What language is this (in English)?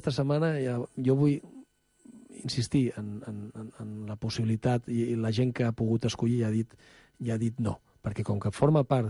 Catalan